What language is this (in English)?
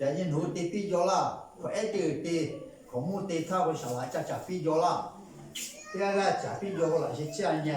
Lahu